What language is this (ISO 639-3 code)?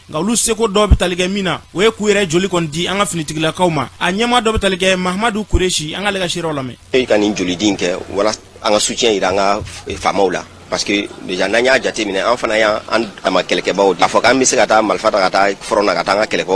bam